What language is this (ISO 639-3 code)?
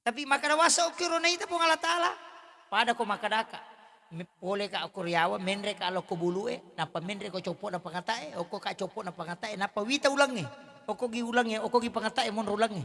bug